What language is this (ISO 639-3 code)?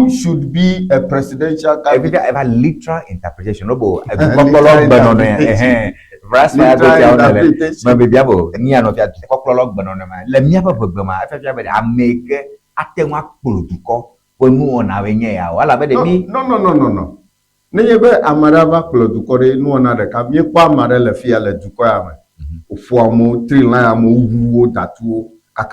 ewe